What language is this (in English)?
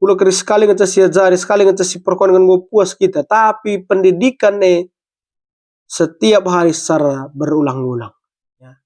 Batak Karo